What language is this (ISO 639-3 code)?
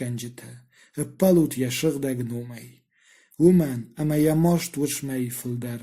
oss